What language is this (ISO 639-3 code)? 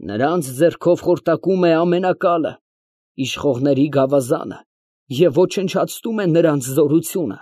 hye